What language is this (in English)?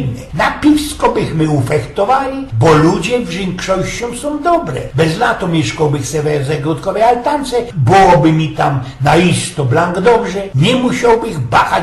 Silesian